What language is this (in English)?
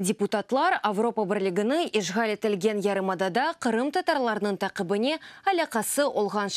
Crimean Tatar